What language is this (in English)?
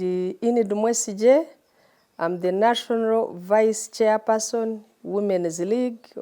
Nyankole